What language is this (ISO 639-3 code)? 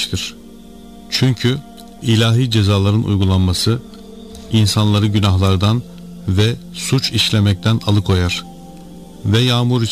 tur